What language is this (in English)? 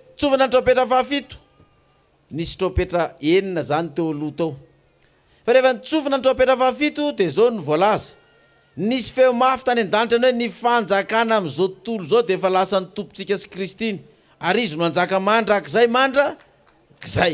Malagasy